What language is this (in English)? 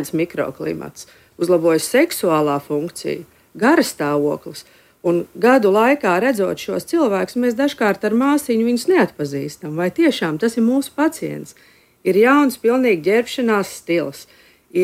Latvian